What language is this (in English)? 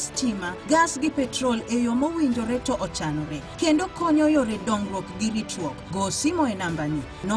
Luo (Kenya and Tanzania)